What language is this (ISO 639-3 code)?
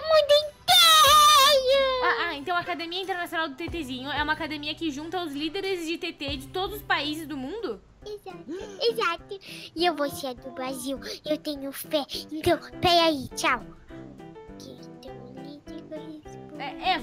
por